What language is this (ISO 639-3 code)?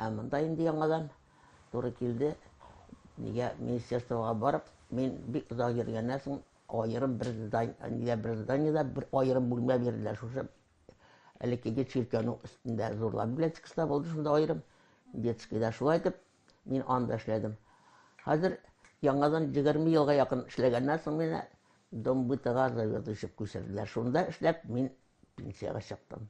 tat